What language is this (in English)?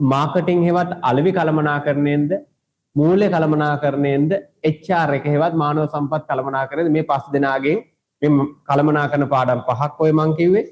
Sinhala